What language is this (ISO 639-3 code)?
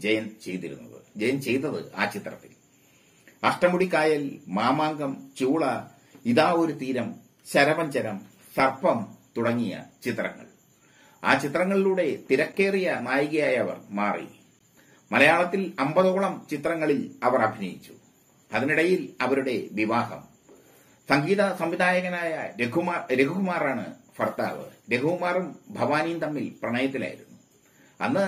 mal